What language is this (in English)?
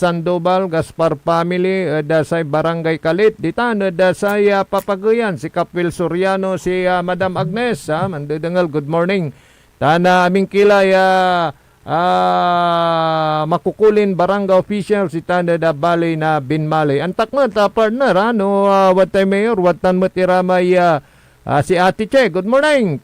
Pangasinan